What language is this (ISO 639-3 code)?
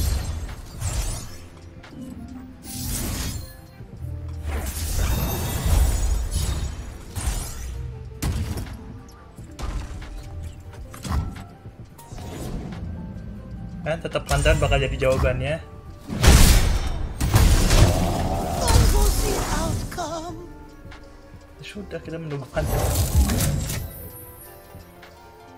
ind